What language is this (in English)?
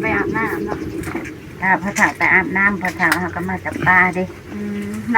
Northeastern Thai